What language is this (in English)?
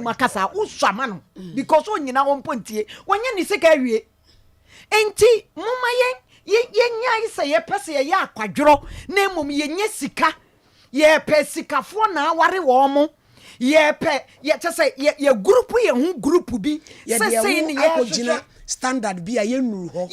Akan